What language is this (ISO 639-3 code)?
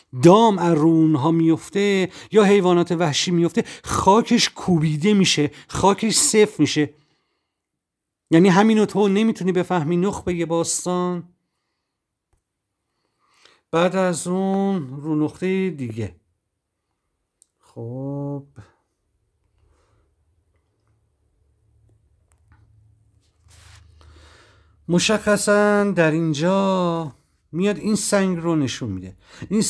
fas